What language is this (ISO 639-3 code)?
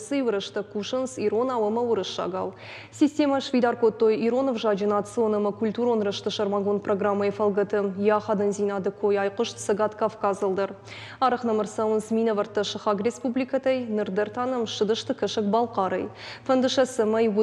oss